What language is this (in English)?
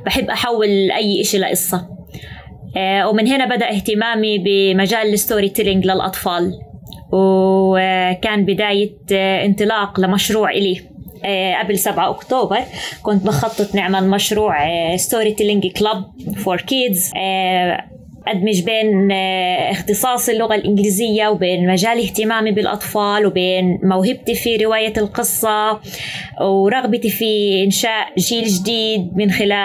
North Levantine Arabic